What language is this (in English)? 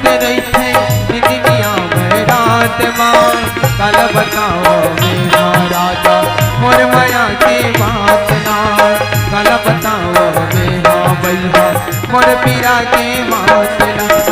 Chhattisgarhi